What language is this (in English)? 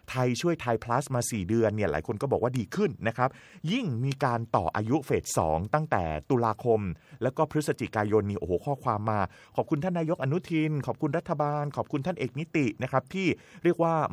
Thai